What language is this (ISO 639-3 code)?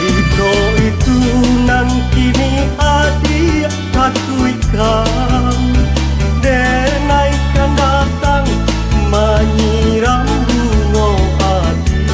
min